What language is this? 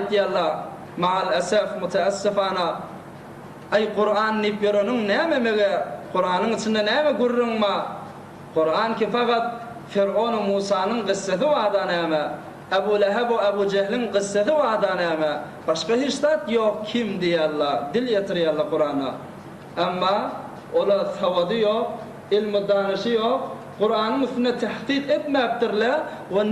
Turkmen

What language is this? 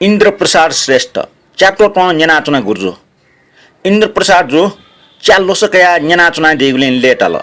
Newari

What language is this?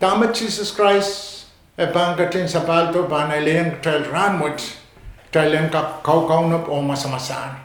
Pohnpeian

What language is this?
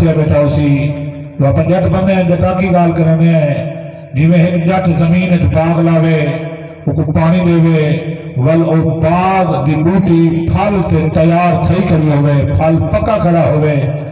Saraiki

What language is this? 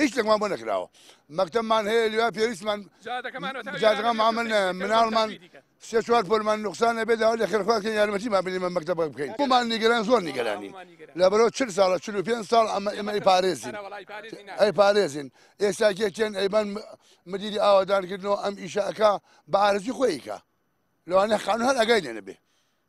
Central Kurdish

